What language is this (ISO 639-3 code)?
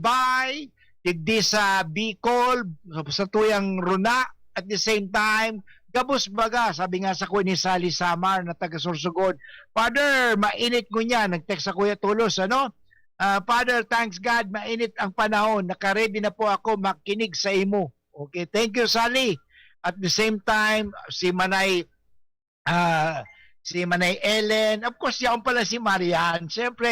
bik